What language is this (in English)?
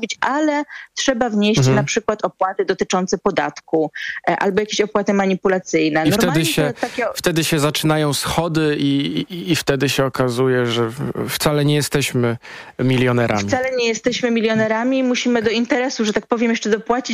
Polish